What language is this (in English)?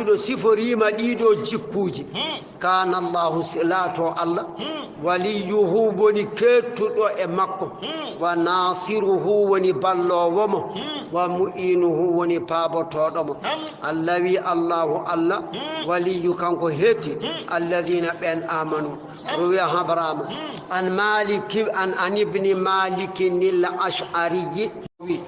Fula